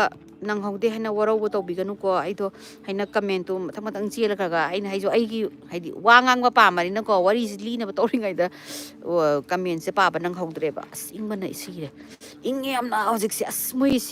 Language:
Manipuri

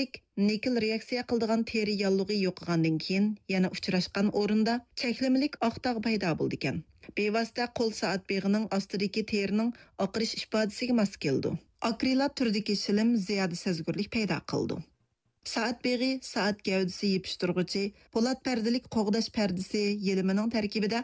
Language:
Uyghur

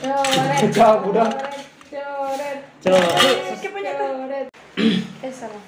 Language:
Manado Malay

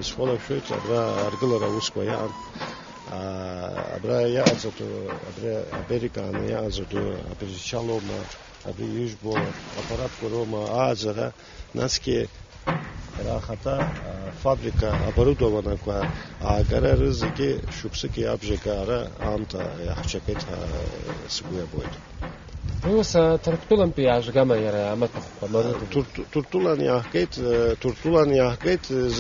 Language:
Abkhazian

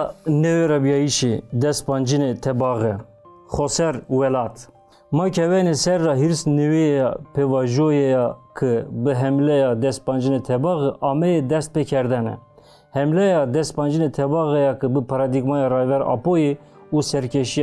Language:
Kurdish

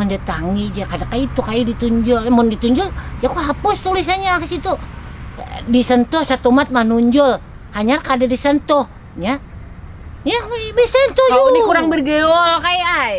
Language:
Banjar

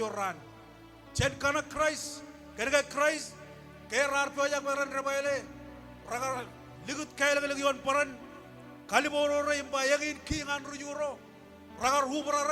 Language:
Marshallese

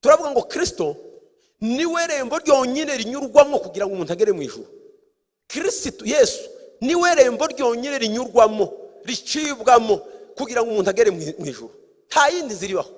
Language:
Kinyarwanda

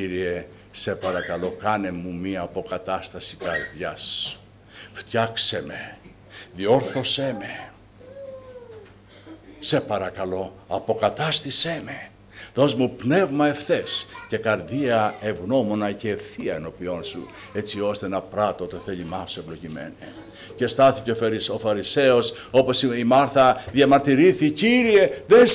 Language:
Greek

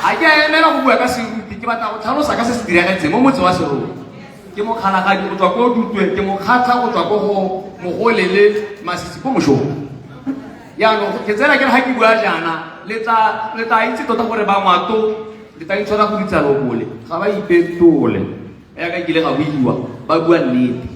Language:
Tswana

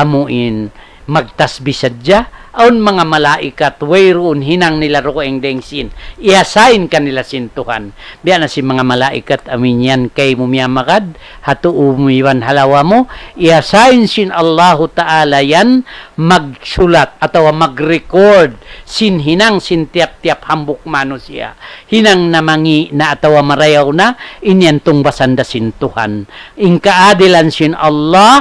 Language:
Tausug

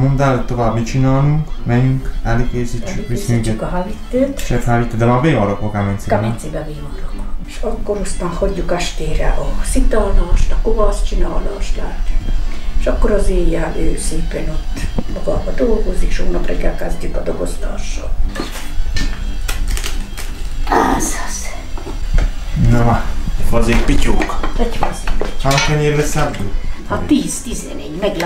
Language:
Hungarian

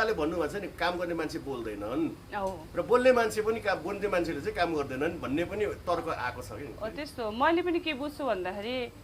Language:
Nepali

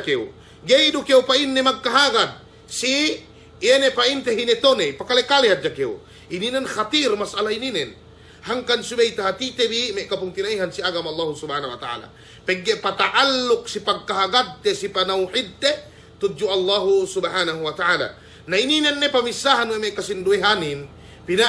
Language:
Yakan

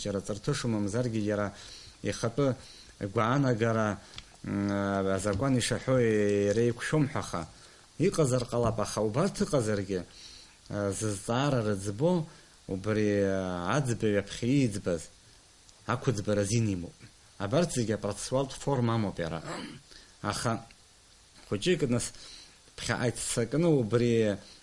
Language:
Abkhazian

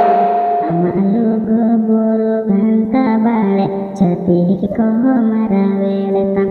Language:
Santali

